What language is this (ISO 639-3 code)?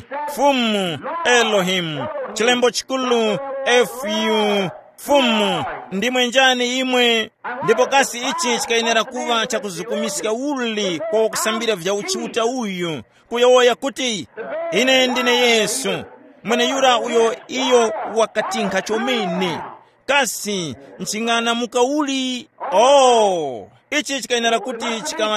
tum